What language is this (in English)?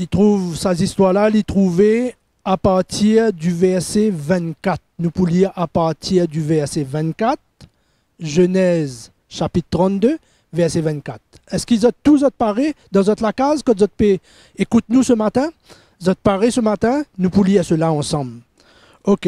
Morisyen